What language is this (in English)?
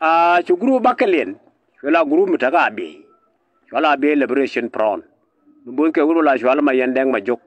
Nuer